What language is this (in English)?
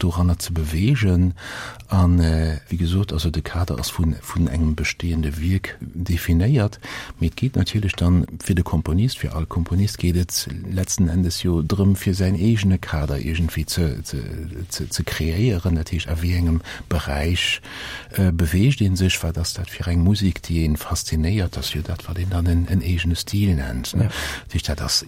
Luxembourgish